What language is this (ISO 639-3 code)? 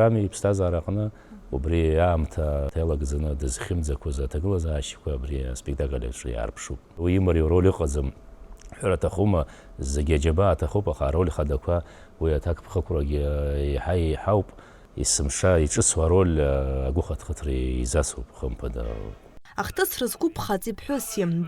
abk